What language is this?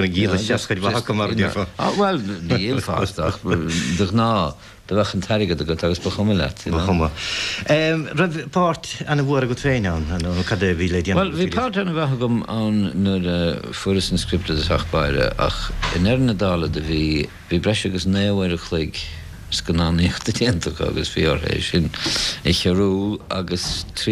Irish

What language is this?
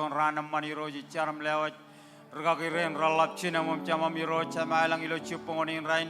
Marshallese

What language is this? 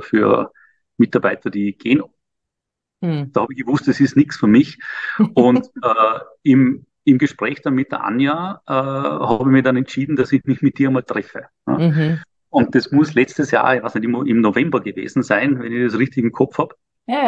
German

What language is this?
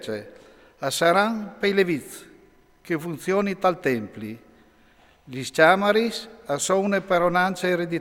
Friulian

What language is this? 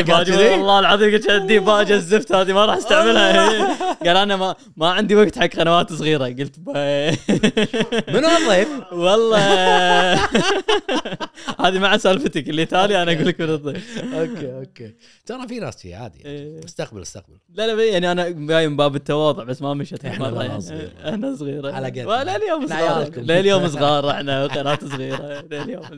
Gulf Arabic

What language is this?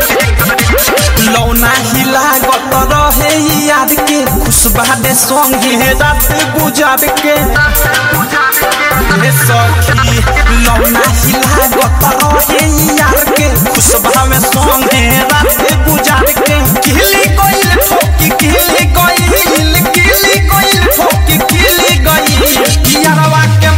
Bhojpuri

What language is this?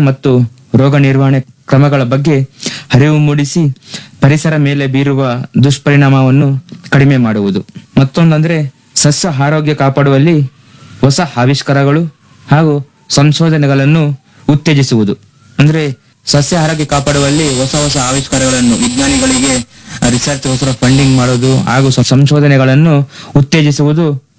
Kannada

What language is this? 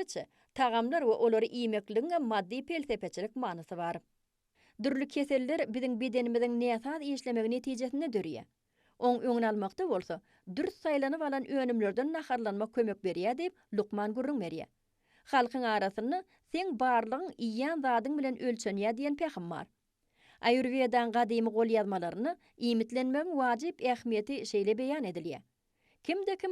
Turkmen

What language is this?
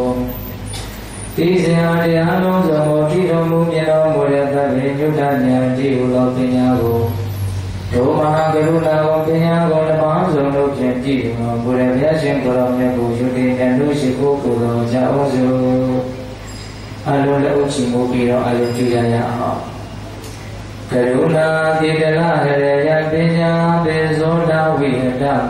Burmese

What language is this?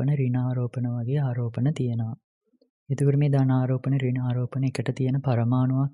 Sinhala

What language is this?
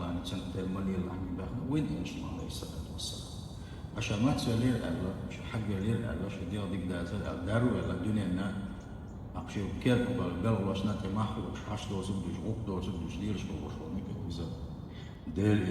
Chechen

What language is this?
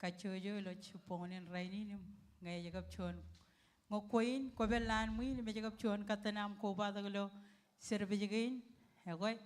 Marshallese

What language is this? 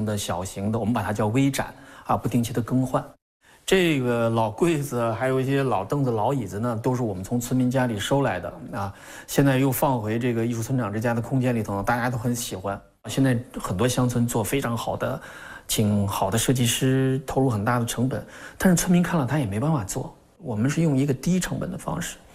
Chinese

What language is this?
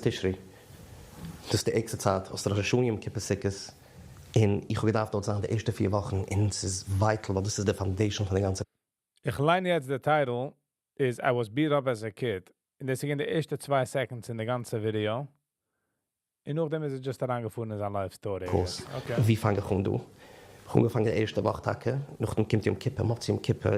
Yiddish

